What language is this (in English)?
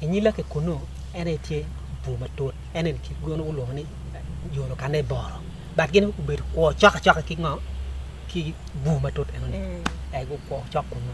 Acoli